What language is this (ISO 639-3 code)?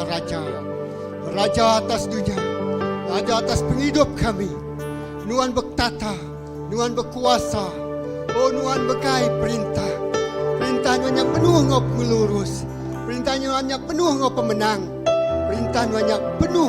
iba